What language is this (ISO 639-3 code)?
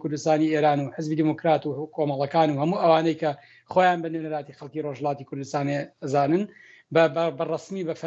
ckb